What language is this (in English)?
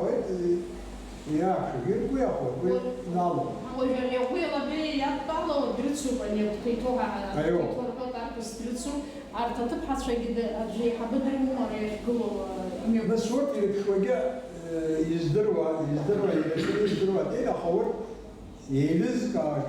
Abkhazian